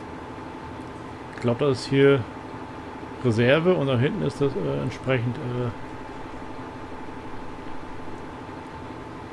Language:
German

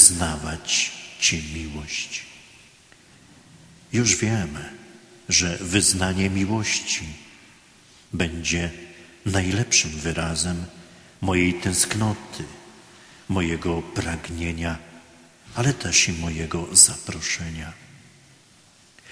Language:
Polish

